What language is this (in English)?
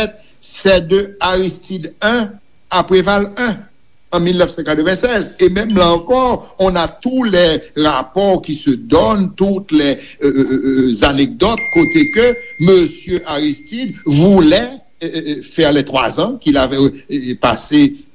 Haitian Creole